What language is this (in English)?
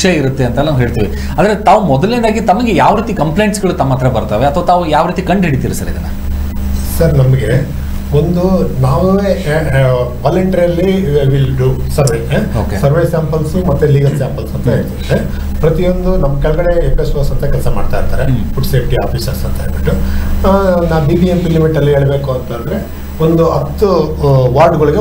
Kannada